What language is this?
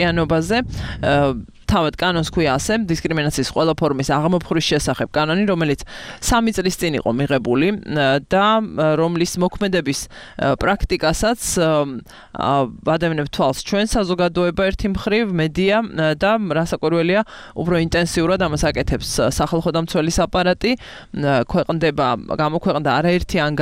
Georgian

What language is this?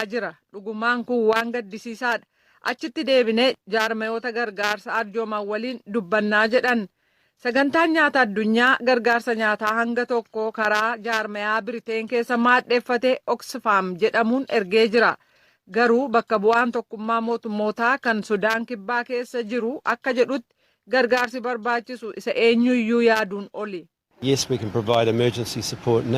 Oromo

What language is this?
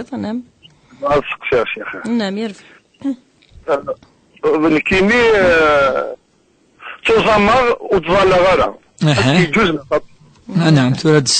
Kabyle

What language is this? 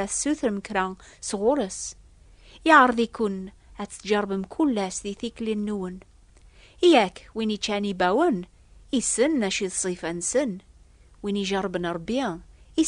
Kabyle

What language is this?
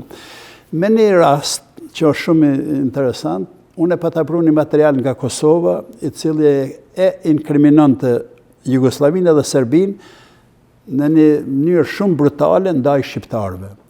Albanian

